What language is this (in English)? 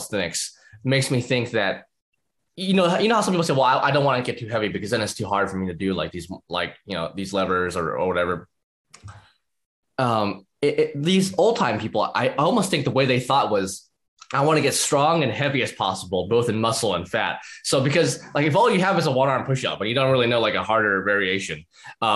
English